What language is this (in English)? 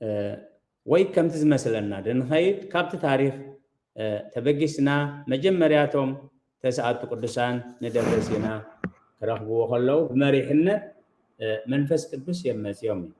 Tigrinya